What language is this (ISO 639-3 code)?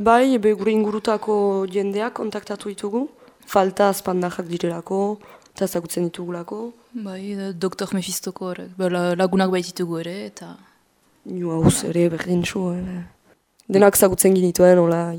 eus